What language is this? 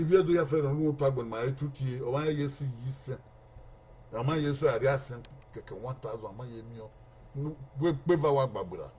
Bini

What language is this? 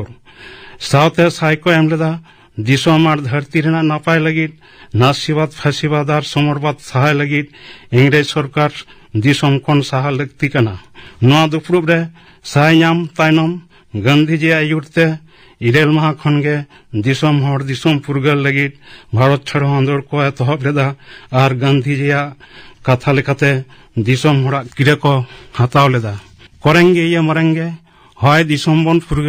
Santali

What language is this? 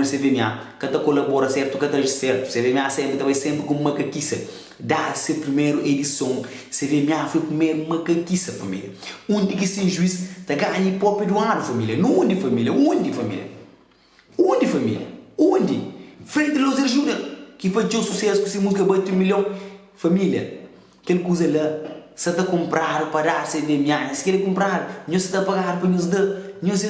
Kabuverdianu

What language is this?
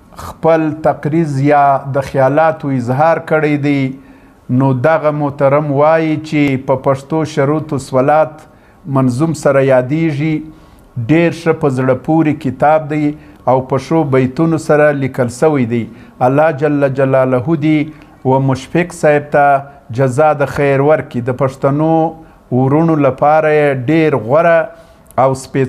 Pashto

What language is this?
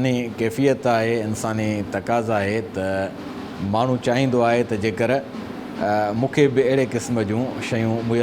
Sindhi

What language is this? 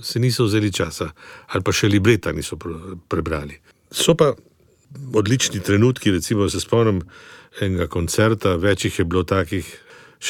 Slovenian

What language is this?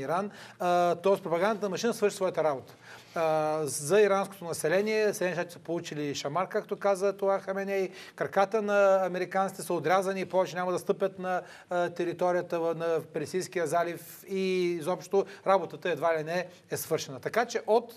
Bulgarian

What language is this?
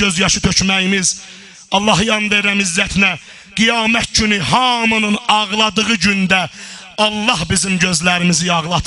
South Azerbaijani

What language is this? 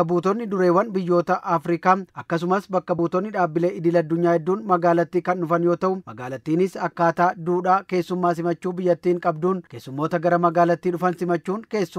Oromo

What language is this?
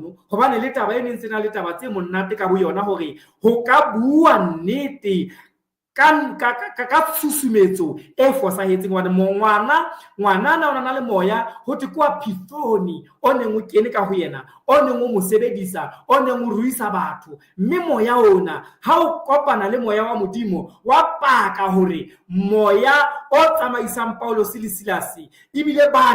Southern Sotho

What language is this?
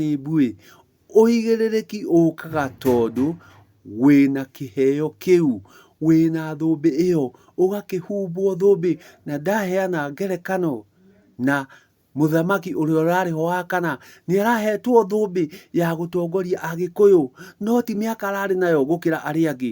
Kikuyu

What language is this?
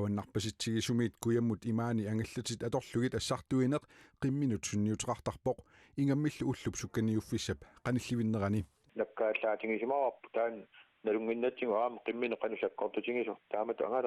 Kalaallisut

